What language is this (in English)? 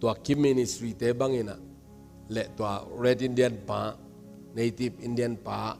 Tedim Chin